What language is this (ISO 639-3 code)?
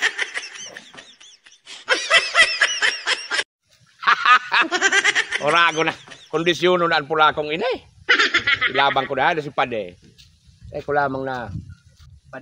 bik